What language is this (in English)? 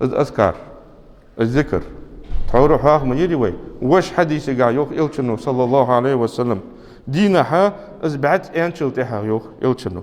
Ingush